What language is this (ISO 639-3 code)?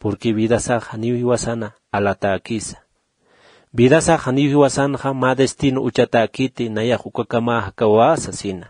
aym